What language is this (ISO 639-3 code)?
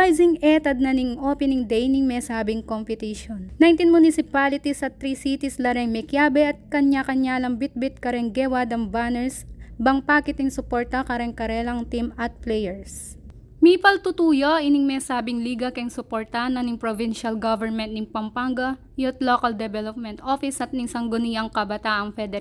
pam